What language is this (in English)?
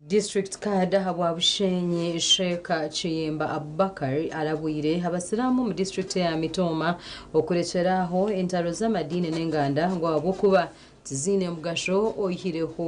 Nyankole